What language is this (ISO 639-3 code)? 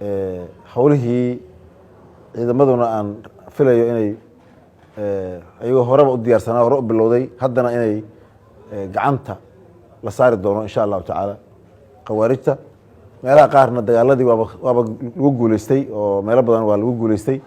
som